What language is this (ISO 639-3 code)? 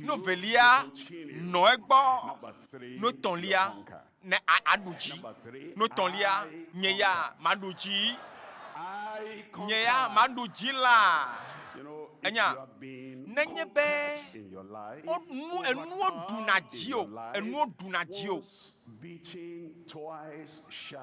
ewe